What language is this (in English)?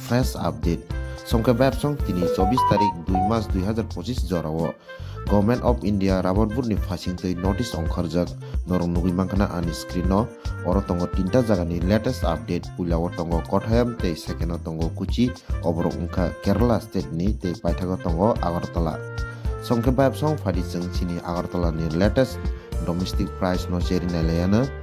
Kok Borok